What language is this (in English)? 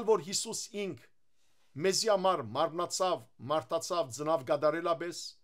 Western Armenian